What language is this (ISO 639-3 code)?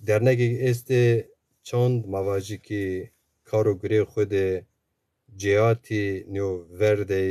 zza